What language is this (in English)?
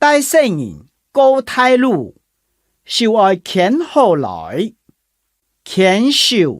Hakka Chinese